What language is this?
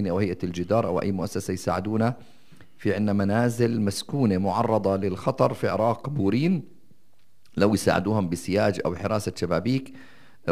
North Levantine Arabic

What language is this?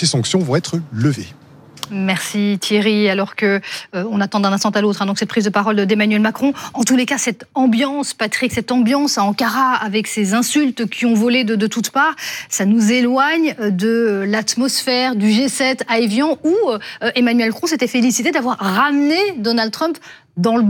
French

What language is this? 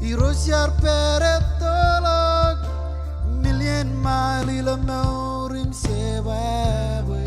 Marshallese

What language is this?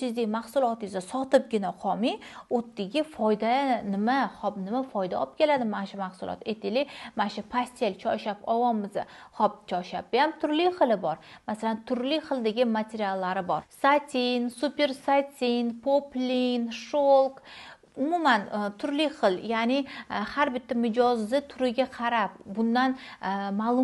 Uzbek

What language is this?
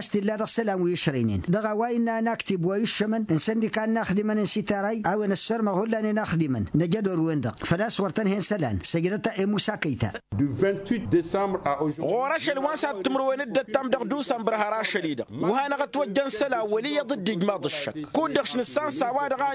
Tamasheq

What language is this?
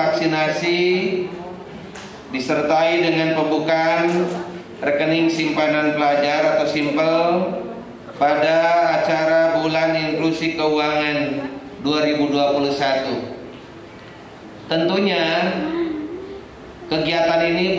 Indonesian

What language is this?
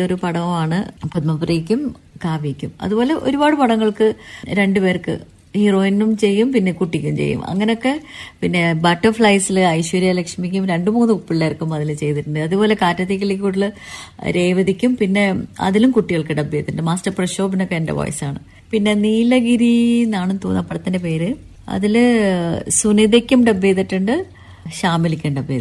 Malayalam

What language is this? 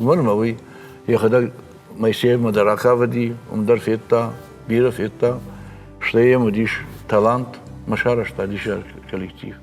Ossetic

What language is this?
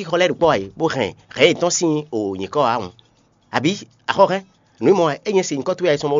Fon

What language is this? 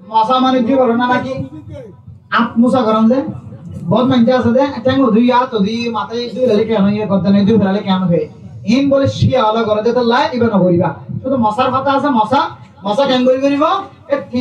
Rohingya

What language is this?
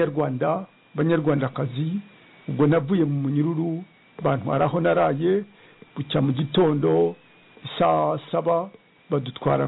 Kinyarwanda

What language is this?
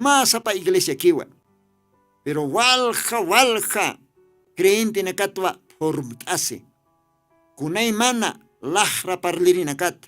Aymara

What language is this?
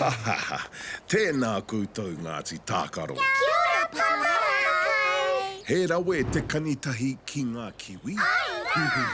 Māori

